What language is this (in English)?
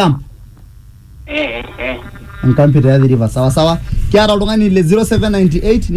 Masai